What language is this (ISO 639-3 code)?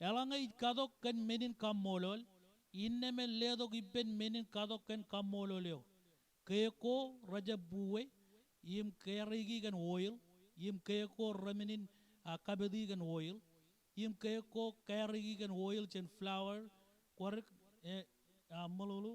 mah